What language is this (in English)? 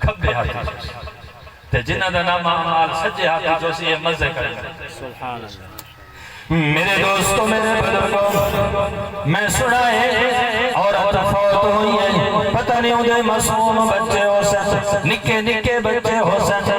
Saraiki